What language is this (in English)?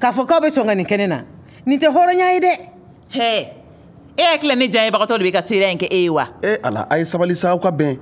Bambara